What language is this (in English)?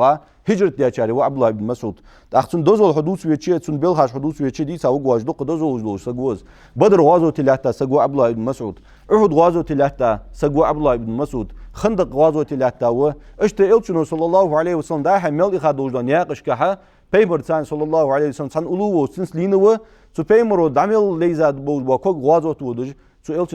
Ingush